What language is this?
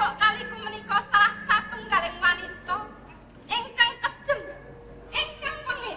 Javanese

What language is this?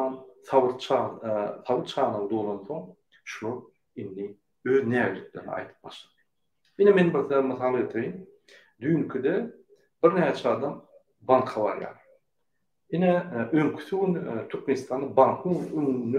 Turkmen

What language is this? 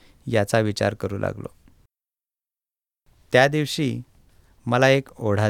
Marathi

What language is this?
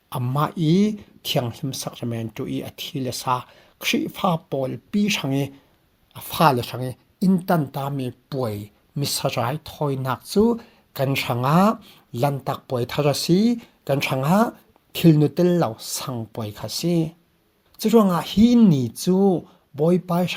Falam Chin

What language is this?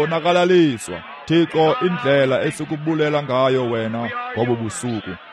Xhosa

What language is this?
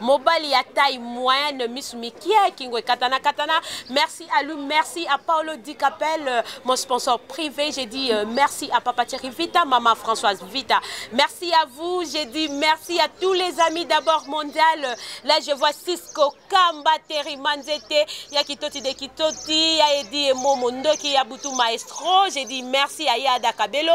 Lingala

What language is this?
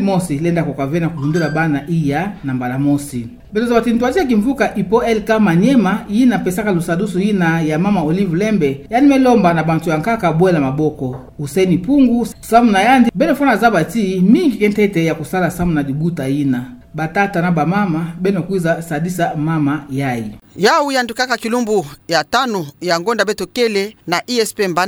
Kituba (Democratic Republic of Congo)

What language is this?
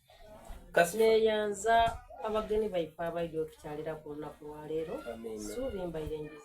Soga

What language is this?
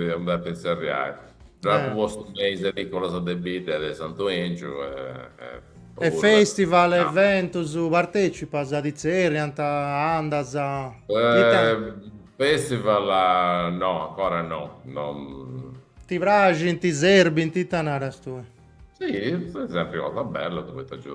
Sardinian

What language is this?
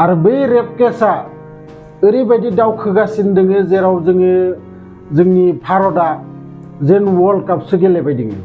Bodo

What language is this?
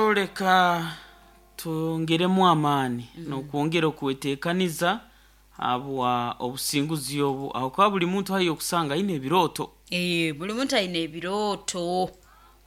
Nyoro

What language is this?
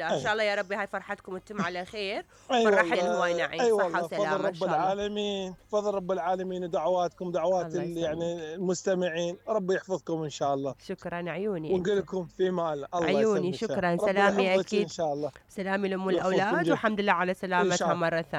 Mesopotamian Arabic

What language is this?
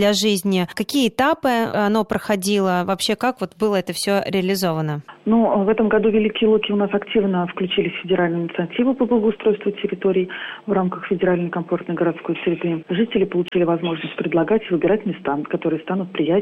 Russian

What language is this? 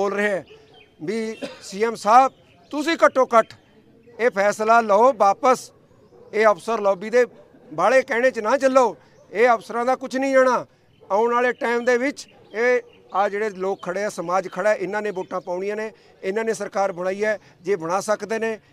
Punjabi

